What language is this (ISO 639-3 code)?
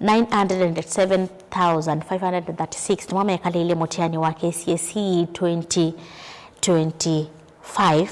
kam